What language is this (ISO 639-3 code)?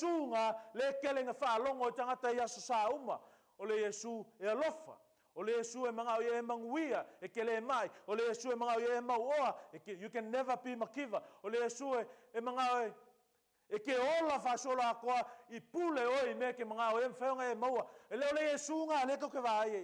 smo